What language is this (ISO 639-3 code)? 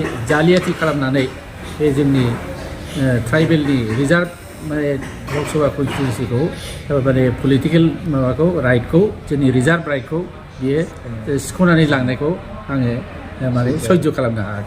brx